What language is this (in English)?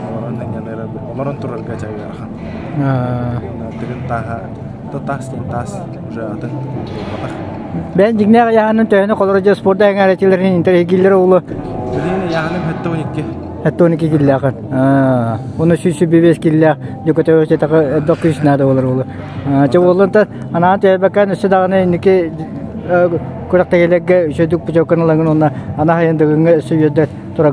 Yakut